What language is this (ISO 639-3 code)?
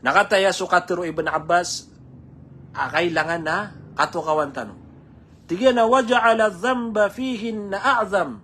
mrw